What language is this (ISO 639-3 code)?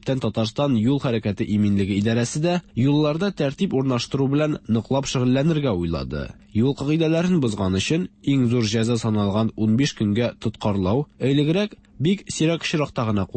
tat